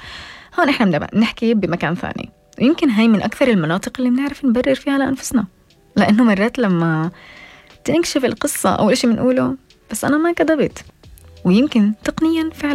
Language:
North Levantine Arabic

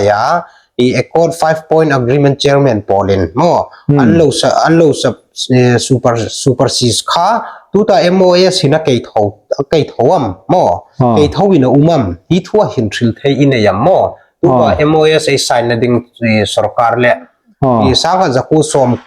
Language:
Hmar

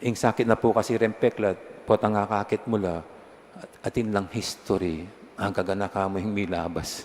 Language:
Pampanga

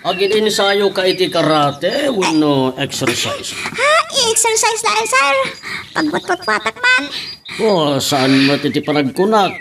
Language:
Iloko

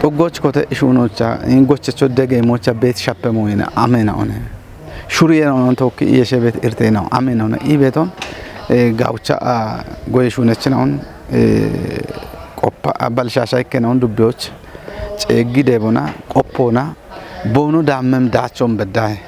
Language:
Kafa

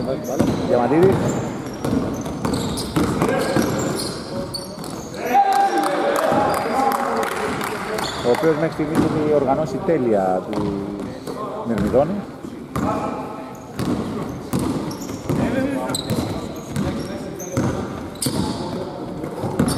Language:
Greek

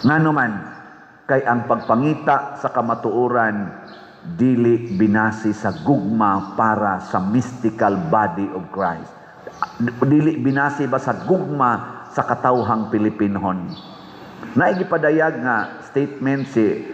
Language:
Cebuano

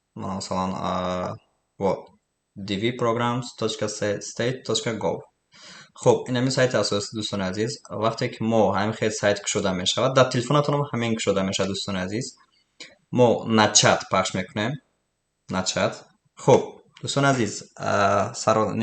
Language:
Tajik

